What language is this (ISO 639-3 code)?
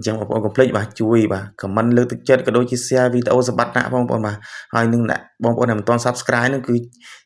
khm